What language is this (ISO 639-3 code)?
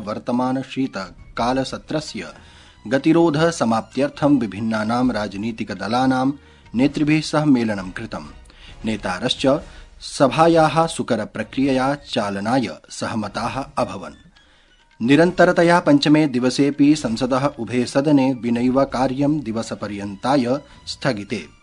san